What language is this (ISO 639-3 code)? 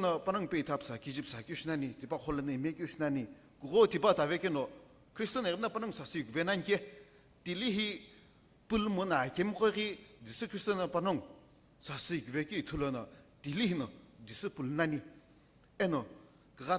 nsm